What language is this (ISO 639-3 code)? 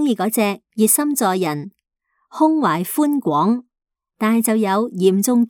yue